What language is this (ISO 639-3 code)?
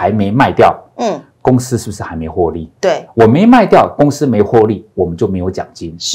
zho